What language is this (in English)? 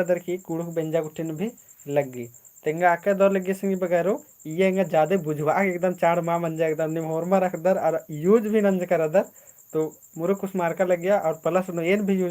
Kurukh